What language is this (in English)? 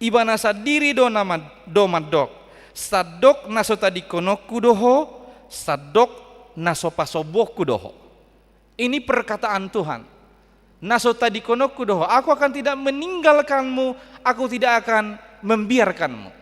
Batak Toba